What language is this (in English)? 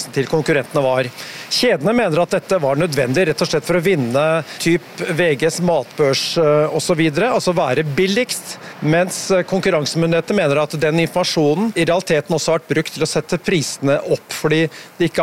Norwegian